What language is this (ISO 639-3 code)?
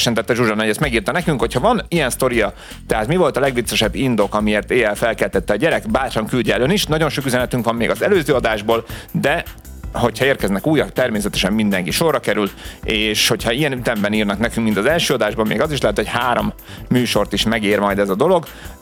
hun